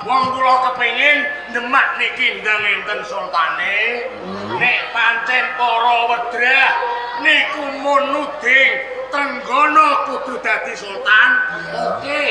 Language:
Javanese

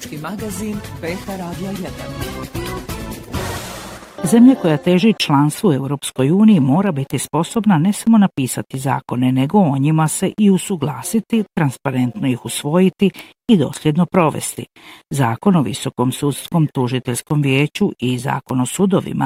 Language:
Bosnian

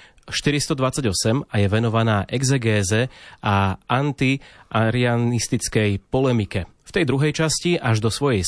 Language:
Slovak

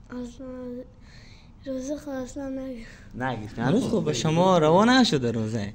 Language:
Persian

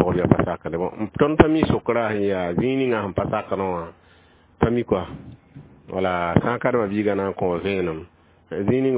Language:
Mossi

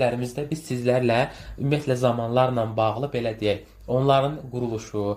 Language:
Azerbaijani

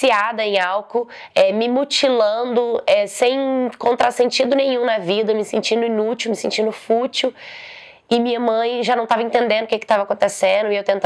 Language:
Portuguese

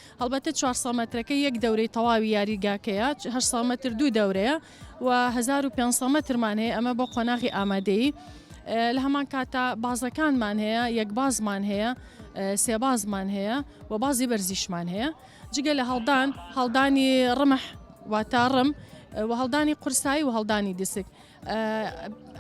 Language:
Central Kurdish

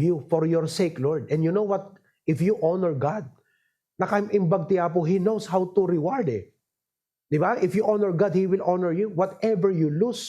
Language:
Iloko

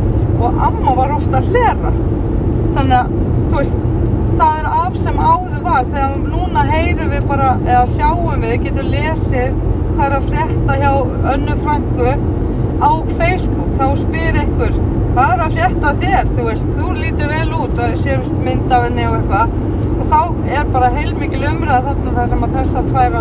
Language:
Icelandic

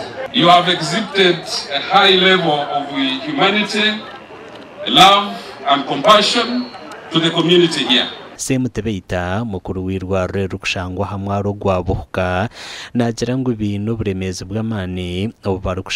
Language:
Nyankole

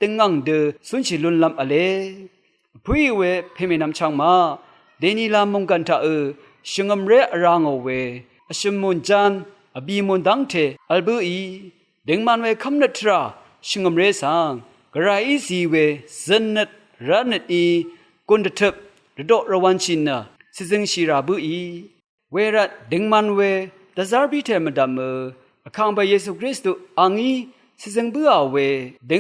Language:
Rawang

